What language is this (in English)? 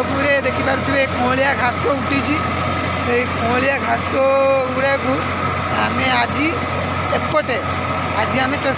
Odia